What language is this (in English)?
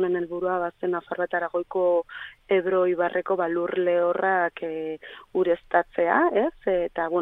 Basque